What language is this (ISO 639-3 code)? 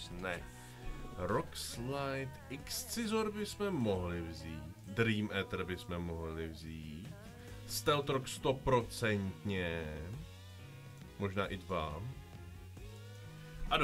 ces